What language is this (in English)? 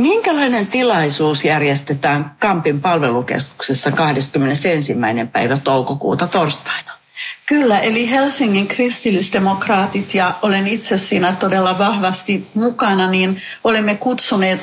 Finnish